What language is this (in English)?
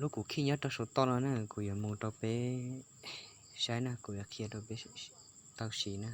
Hmong